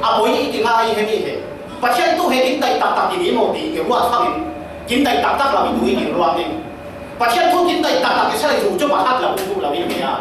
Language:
Falam Chin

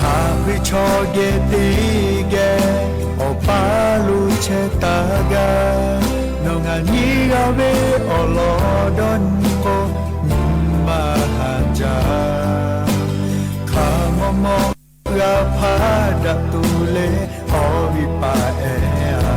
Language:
Lahu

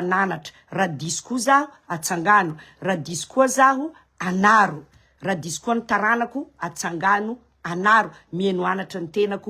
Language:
Malagasy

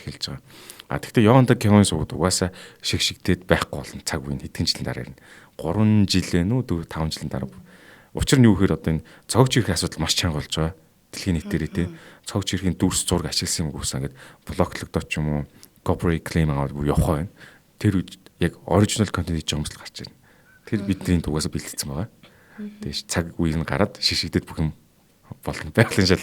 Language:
Mongolian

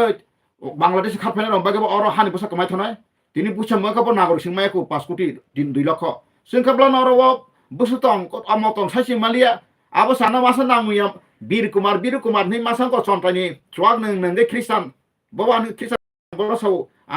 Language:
Kok Borok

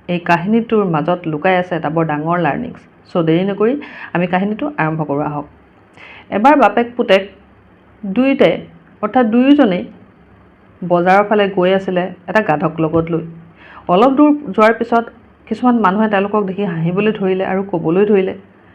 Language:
Assamese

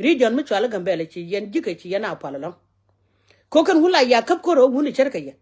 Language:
Nuer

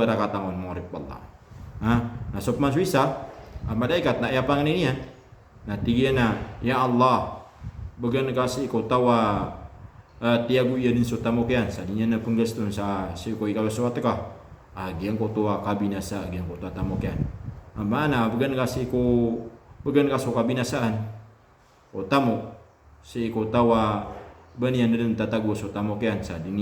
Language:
Maranao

